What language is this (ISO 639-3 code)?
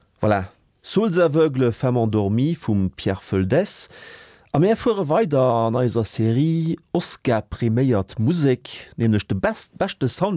ltz